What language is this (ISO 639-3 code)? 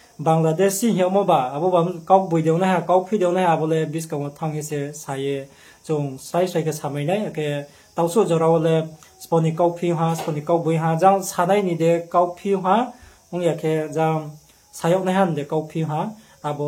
ria